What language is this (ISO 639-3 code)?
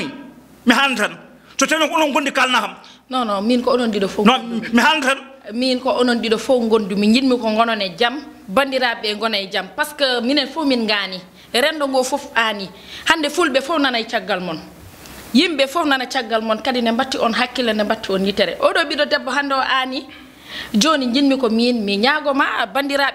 ful